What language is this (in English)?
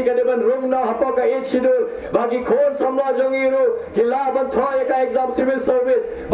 Khasi